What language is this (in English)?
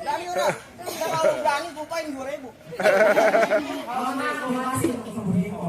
Betawi